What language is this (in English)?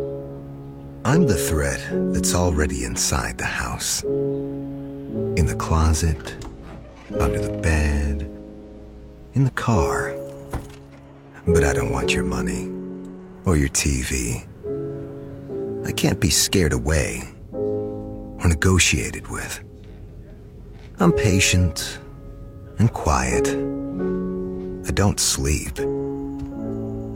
English